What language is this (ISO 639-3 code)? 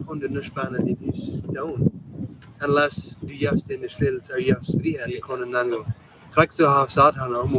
pdt